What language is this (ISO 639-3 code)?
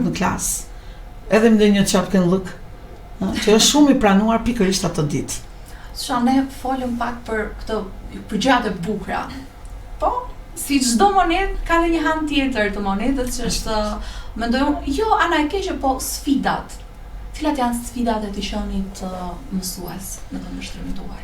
sqi